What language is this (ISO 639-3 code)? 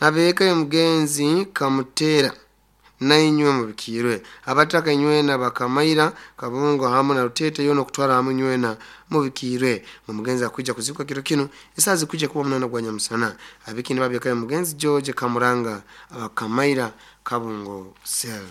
nyo